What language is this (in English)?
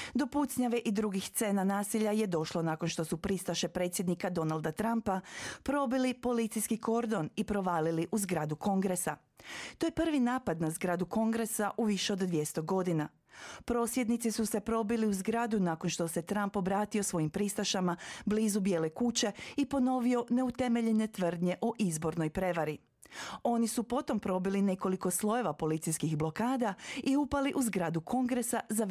Croatian